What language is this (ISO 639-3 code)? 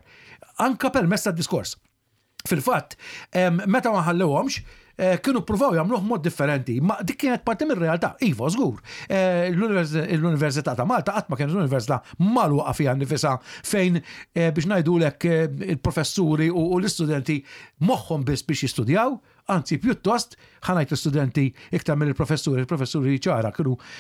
mlt